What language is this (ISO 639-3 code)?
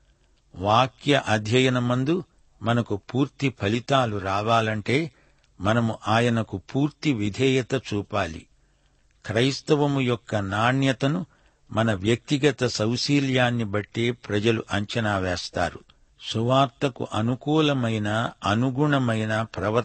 tel